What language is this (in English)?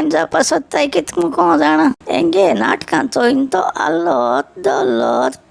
Konkani